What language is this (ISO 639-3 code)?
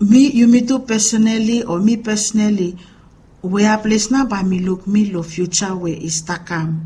bis